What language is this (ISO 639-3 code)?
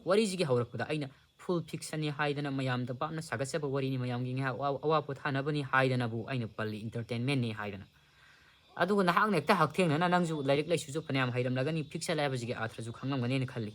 mni